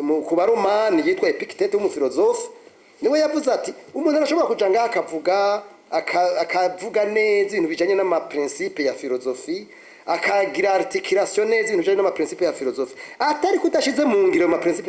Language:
Rundi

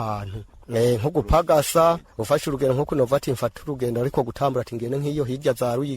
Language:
Rundi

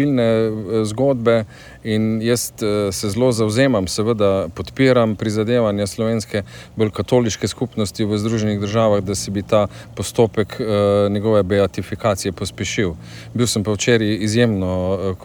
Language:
Slovenian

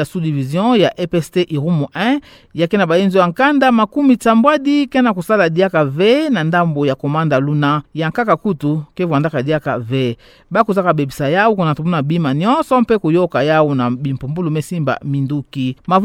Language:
Kituba (Democratic Republic of Congo)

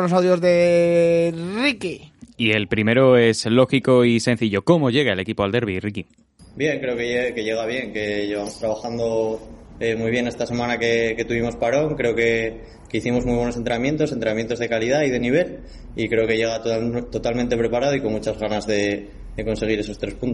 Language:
Spanish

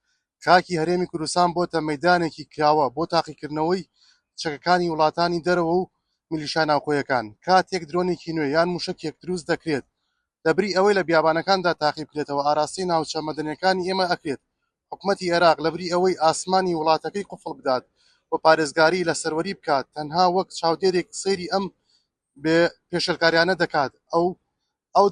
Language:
Central Kurdish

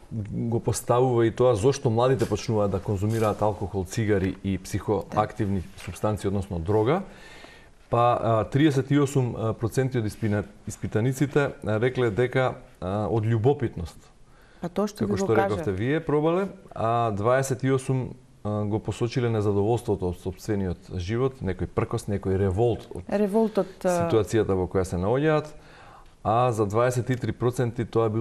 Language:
Macedonian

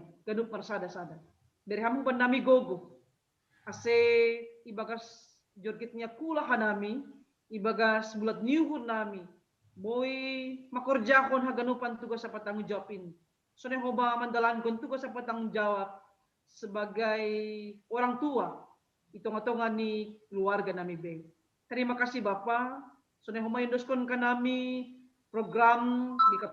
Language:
Batak Simalungun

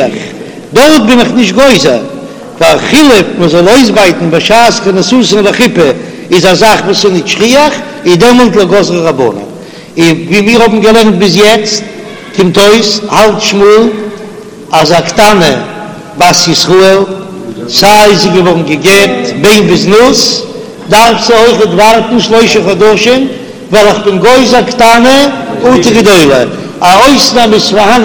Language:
Yiddish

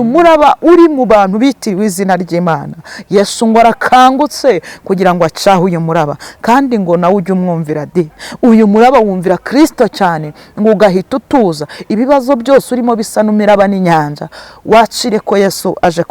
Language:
Kinyarwanda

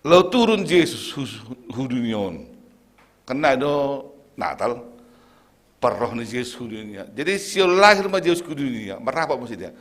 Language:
Batak Simalungun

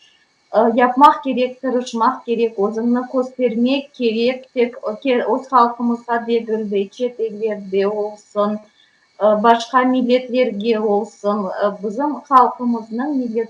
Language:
Crimean Tatar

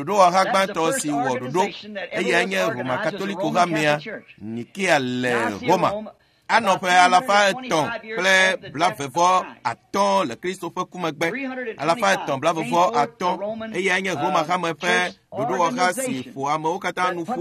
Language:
Ewe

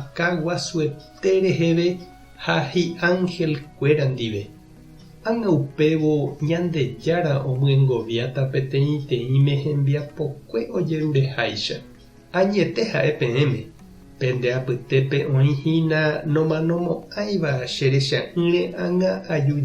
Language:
Guarani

